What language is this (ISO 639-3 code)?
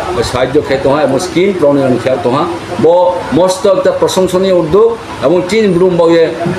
ria